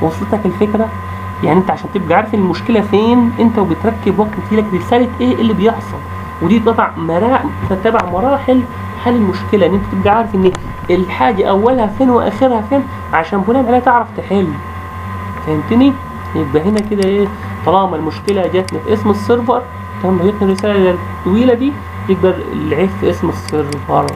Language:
Egyptian Arabic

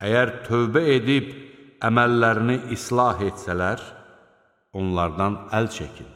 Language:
Azerbaijani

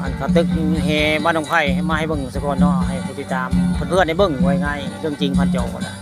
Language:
Northeastern Thai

